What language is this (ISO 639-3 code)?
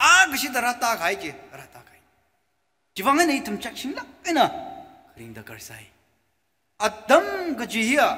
nmf